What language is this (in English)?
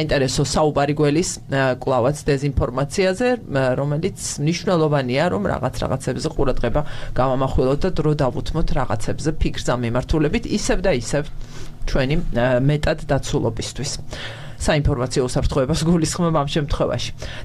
Georgian